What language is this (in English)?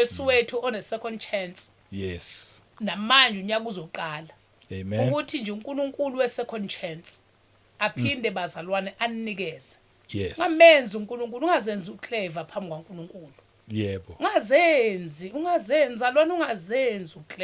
Zulu